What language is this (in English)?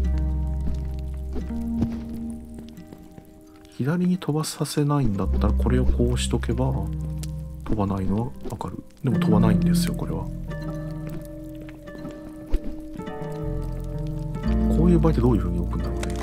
Japanese